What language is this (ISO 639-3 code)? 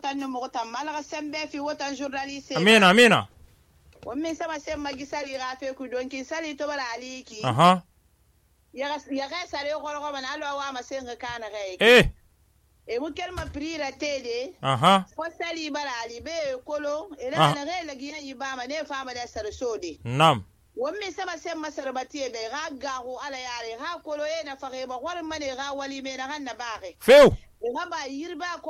sus